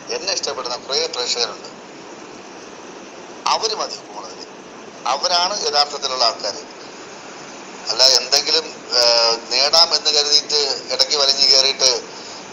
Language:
Malayalam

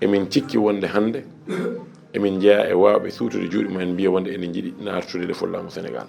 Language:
Fula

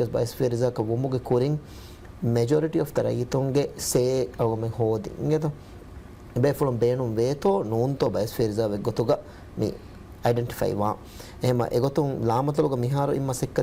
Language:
Divehi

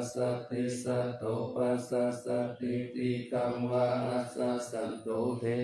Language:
Pali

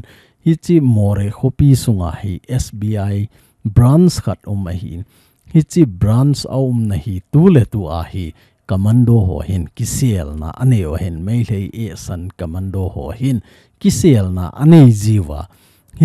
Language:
Thado Chin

